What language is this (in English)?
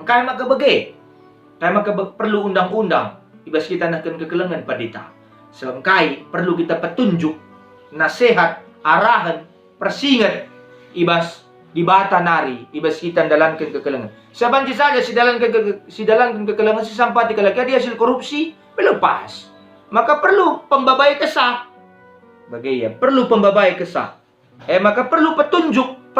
Batak Karo